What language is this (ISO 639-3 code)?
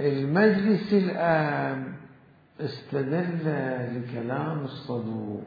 acm